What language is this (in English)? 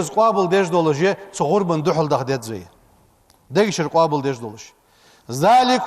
Ingush